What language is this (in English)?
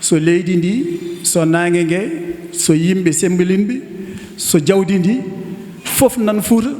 Fula